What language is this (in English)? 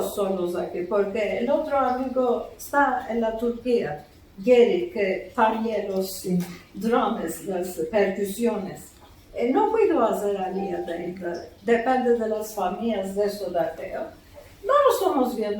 Ladino